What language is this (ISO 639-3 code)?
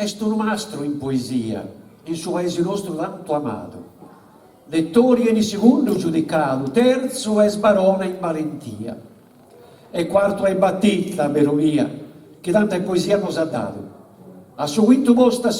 srd